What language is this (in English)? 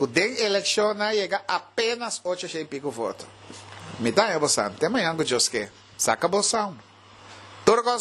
Papiamento